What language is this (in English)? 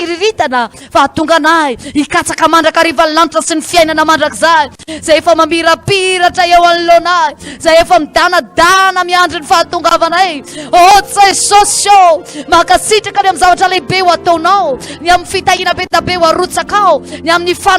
Malagasy